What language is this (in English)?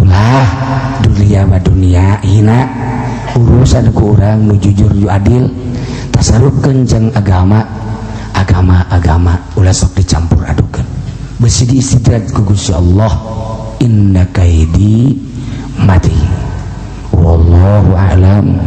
Sundanese